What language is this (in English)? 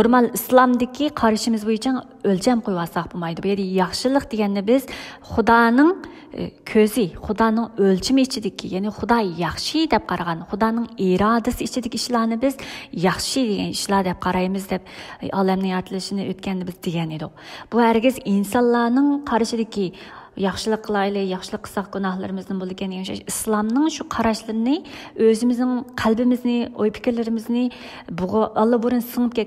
Uyghur